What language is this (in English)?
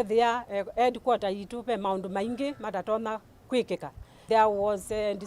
Kamba